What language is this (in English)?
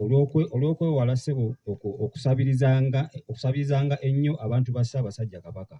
Ganda